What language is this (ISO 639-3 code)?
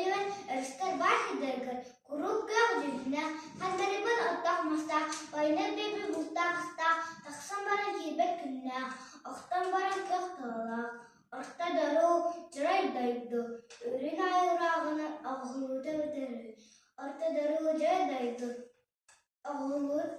sah